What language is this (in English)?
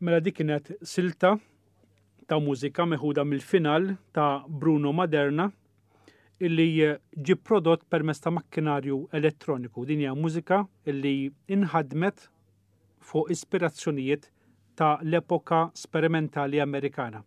Maltese